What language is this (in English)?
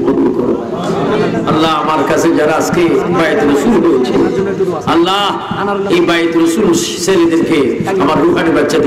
Bangla